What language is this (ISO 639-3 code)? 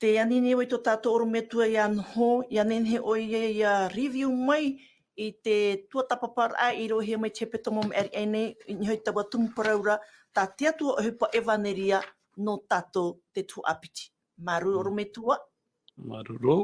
tah